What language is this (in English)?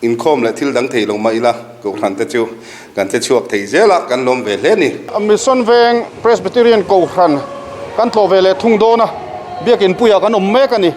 Mizo